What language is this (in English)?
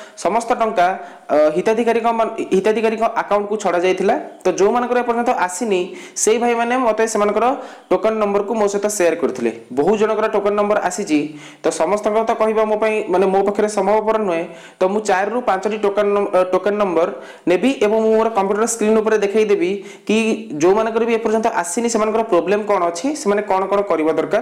Odia